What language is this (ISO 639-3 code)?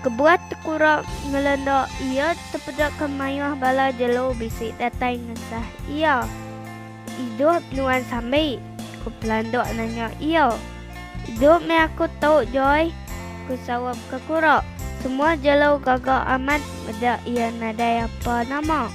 iba